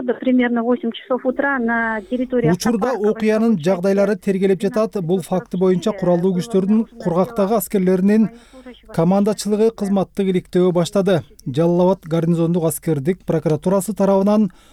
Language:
Kyrgyz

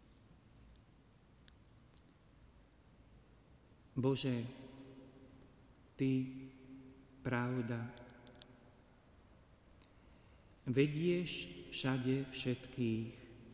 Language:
Slovak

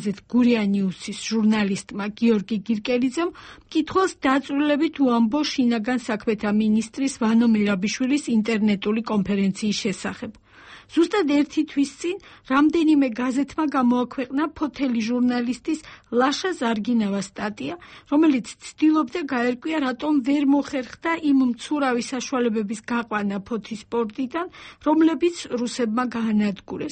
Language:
Georgian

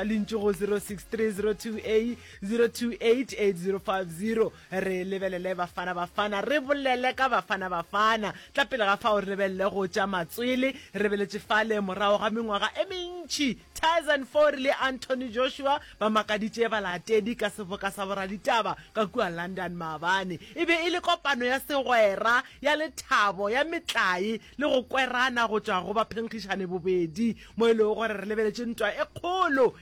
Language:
Northern Sotho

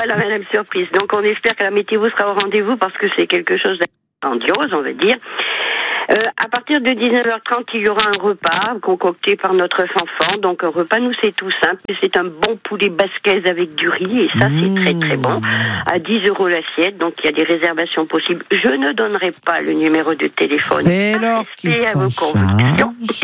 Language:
French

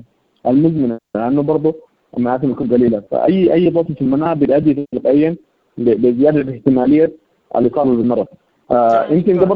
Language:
Sudanese Arabic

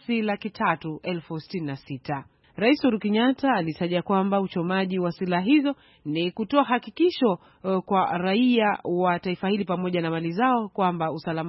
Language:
Swahili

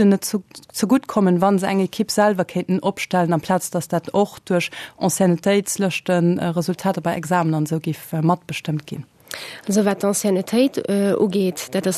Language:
Luxembourgish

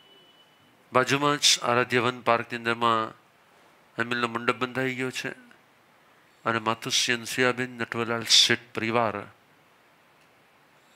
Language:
Gujarati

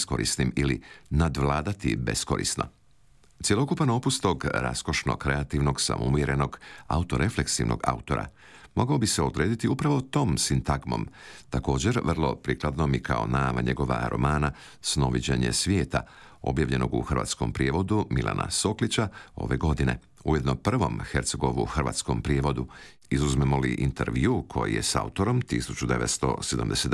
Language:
Croatian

